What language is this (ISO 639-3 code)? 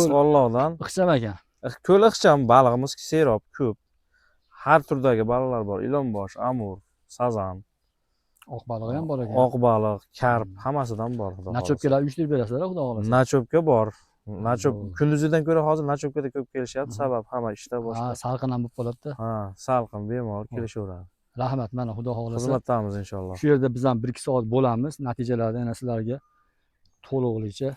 uzb